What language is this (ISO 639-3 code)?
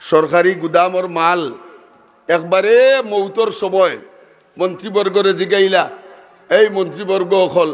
syl